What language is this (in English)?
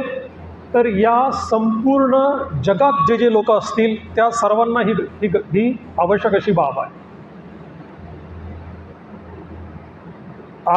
Marathi